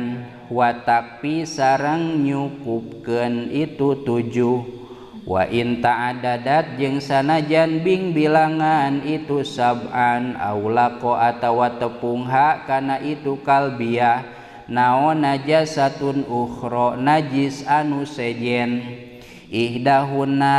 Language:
Sundanese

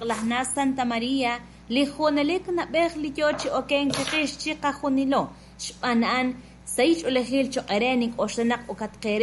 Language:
Kekchí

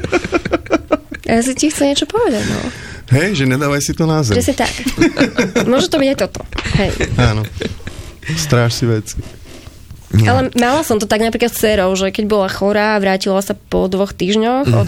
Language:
Slovak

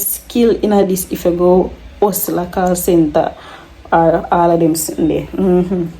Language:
Jamaican Creole English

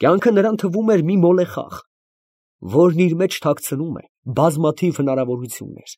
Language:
Armenian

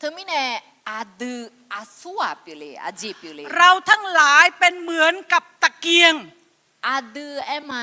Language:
Akha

